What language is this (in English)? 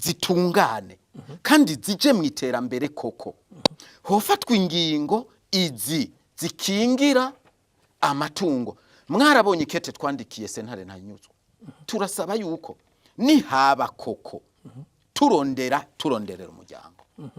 Rundi